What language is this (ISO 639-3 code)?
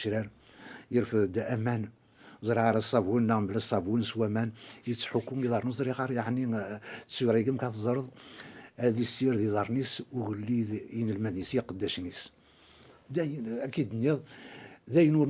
kab